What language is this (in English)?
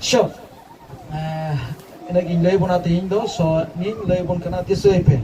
Santali